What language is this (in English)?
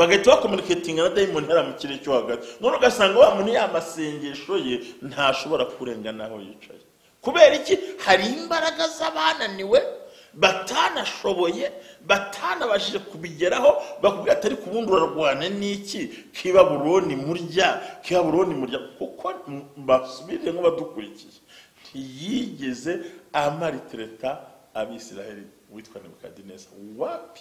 Kinyarwanda